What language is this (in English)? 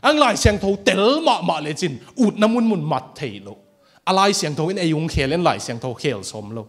Tedim Chin